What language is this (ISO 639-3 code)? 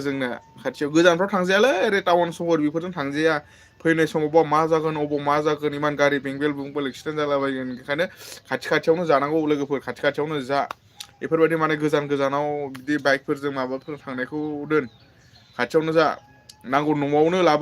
brx